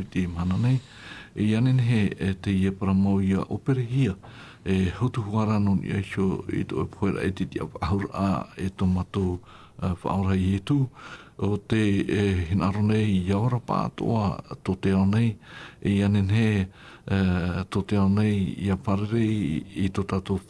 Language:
Tahitian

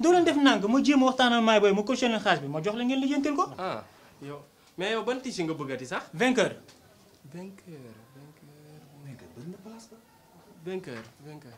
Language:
Wolof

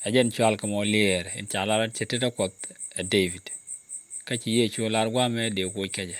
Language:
Nuer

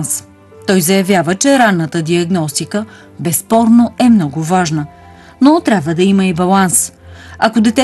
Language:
Bulgarian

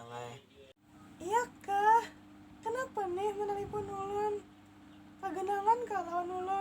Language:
Banjar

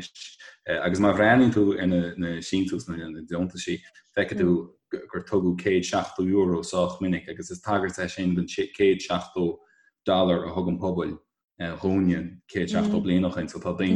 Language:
Irish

